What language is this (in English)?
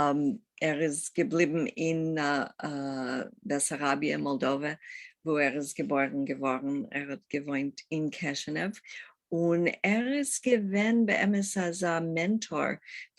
Yiddish